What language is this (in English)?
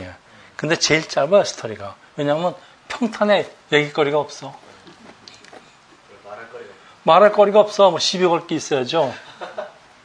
Korean